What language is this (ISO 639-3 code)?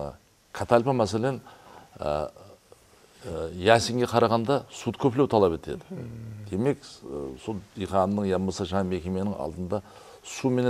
kaa